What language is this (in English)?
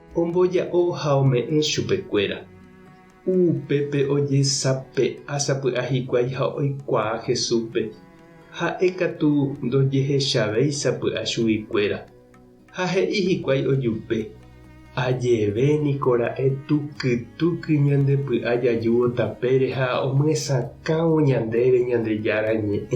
Guarani